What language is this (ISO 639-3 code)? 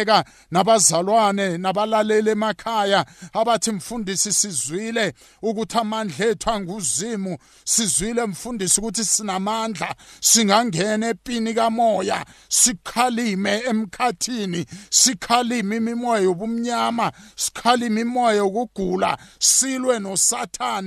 nbl